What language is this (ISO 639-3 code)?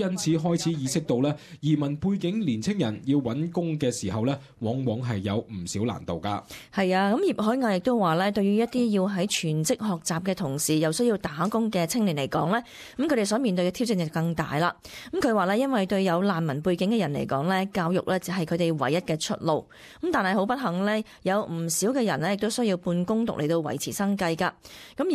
yue